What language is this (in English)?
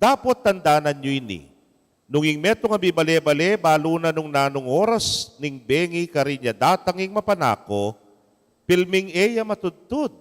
Pampanga